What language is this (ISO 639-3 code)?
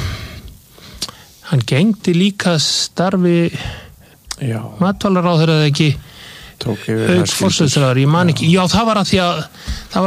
isl